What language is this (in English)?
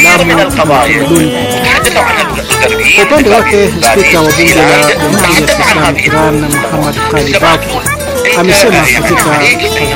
Swahili